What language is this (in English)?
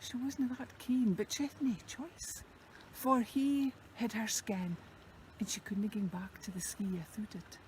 Scots